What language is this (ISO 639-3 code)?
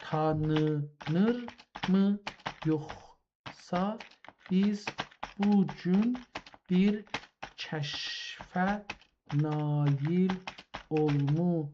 azb